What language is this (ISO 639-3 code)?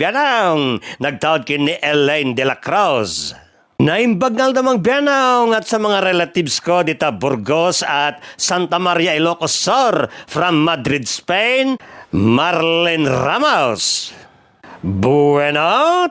ilo